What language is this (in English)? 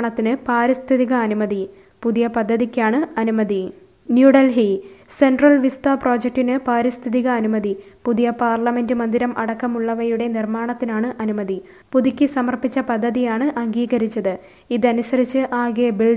Malayalam